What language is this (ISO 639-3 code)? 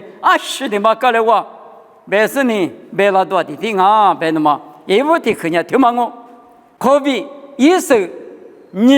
lis